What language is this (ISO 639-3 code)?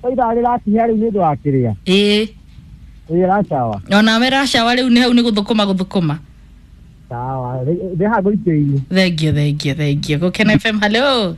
kik